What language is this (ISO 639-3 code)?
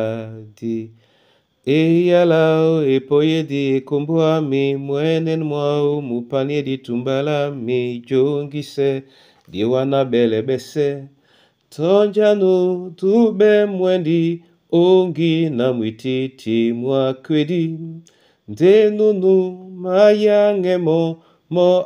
dua